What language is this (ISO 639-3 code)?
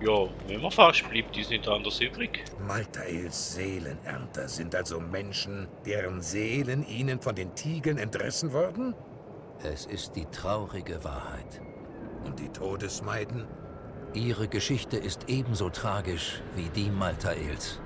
gsw